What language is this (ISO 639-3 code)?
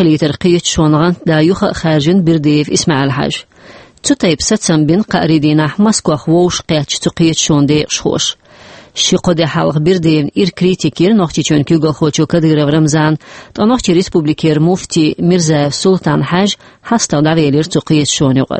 che